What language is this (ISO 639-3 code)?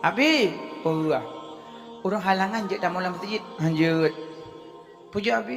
ace